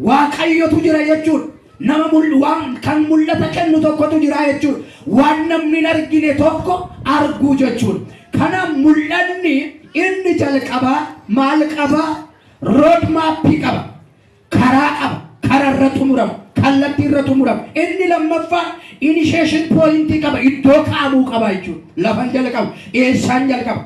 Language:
Oromo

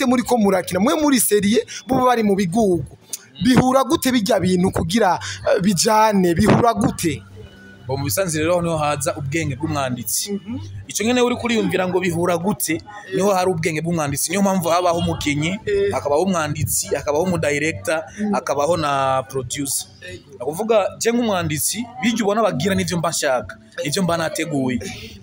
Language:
Rundi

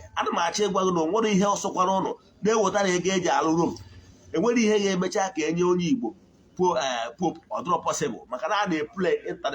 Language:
Igbo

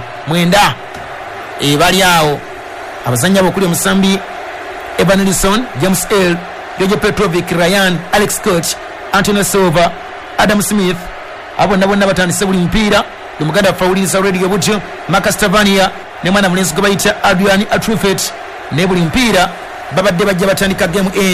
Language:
Ganda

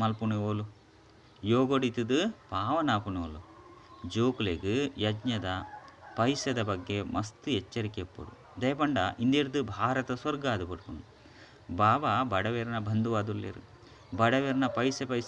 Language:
Tulu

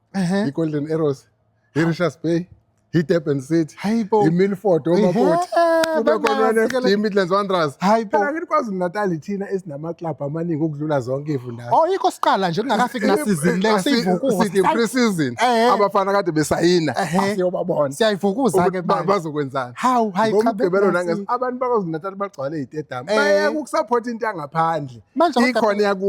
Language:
Zulu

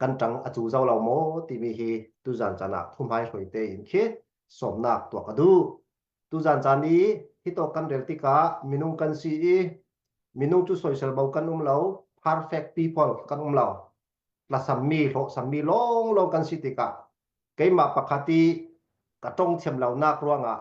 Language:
Falam Chin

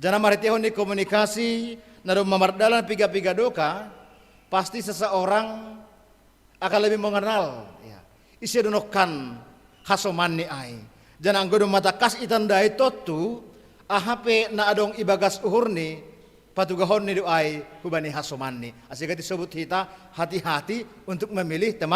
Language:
Batak Simalungun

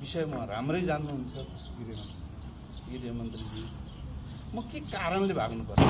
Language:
Nepali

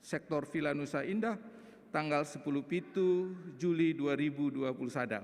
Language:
Batak Karo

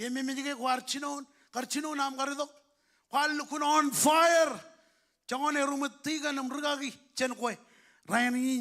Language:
Marshallese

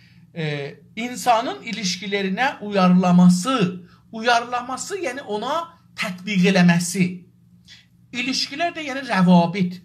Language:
South Azerbaijani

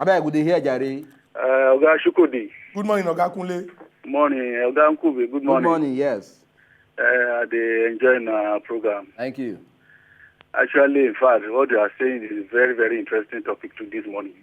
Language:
Nigerian Pidgin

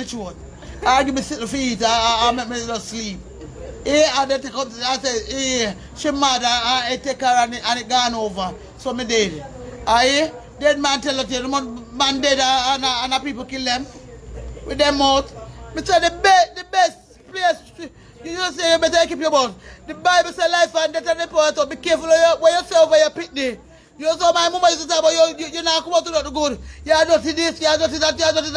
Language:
Jamaican Creole English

